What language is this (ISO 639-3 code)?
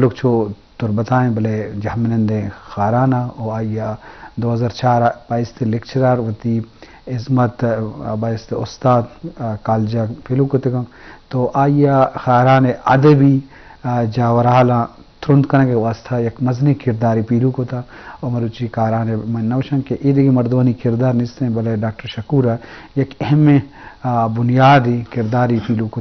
bgp